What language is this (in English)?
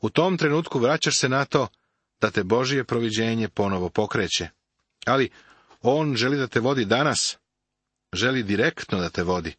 Serbian